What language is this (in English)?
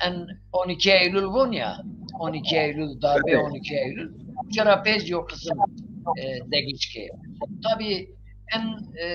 Zaza